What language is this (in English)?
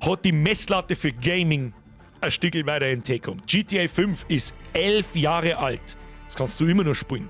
Bavarian